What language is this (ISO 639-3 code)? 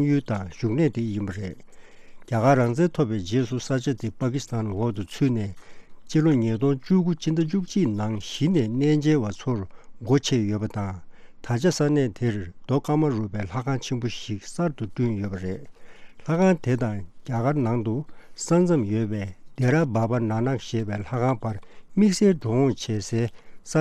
bod